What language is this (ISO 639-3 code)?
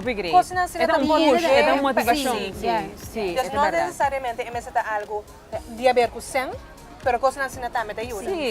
pap